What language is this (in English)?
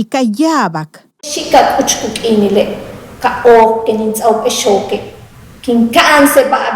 Yucateco